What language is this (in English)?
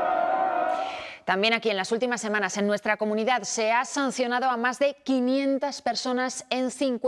Spanish